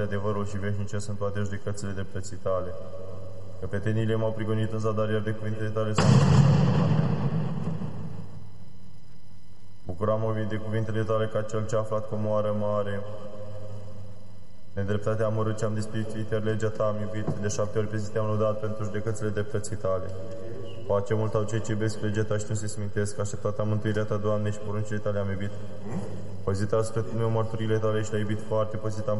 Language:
Romanian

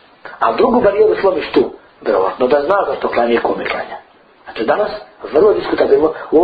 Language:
Bosnian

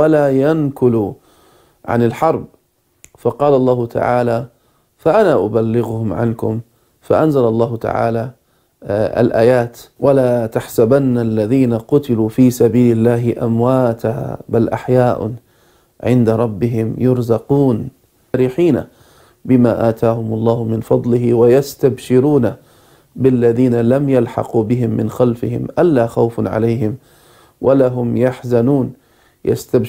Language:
Arabic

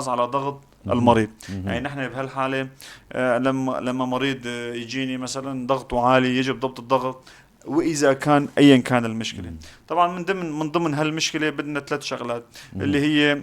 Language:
North Levantine Arabic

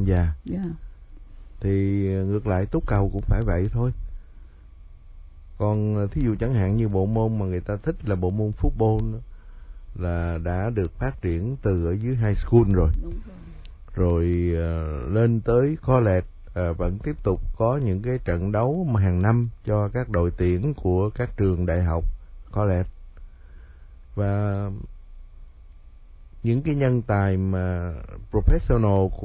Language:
Vietnamese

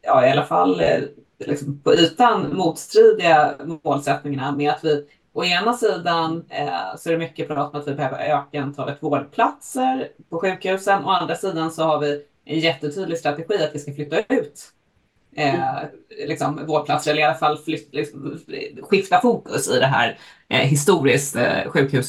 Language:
Swedish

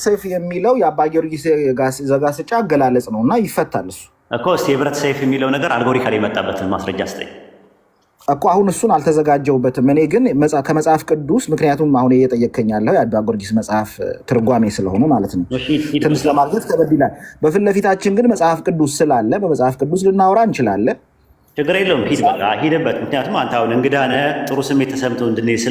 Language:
Amharic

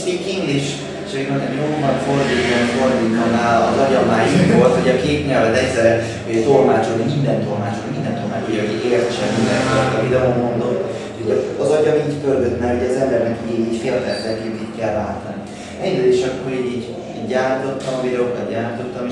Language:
Hungarian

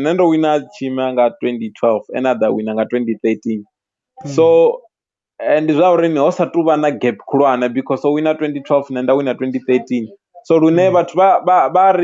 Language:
Venda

